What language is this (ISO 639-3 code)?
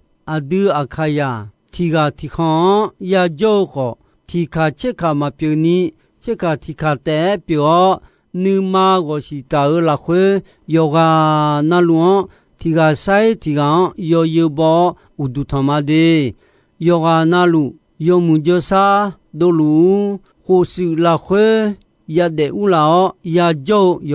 ahk